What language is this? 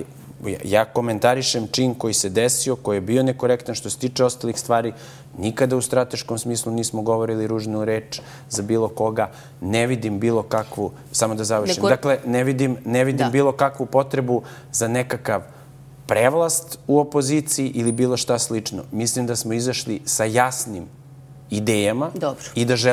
Serbian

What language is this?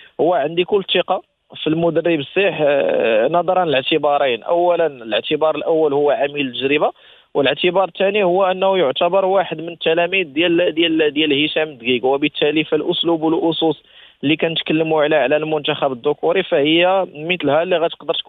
Moroccan Arabic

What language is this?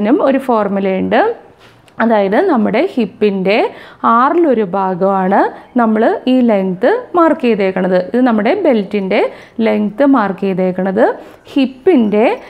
Malayalam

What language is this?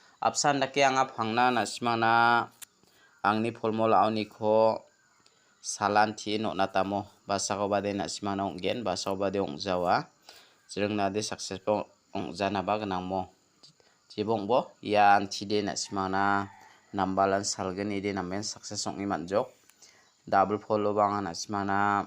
Garo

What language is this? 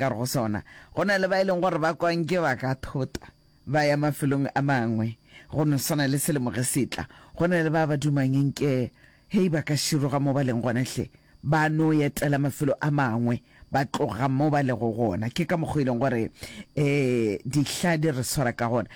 Northern Sotho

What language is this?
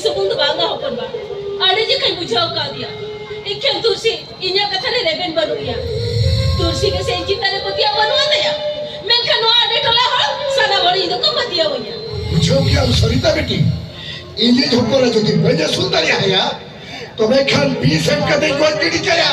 Santali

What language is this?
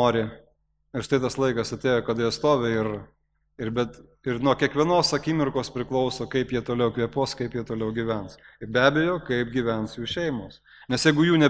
Lithuanian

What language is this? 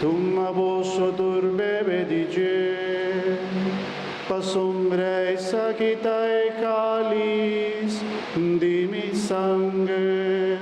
Papiamento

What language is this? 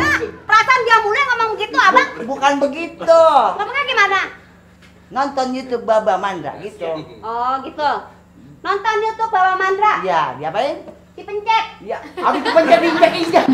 Betawi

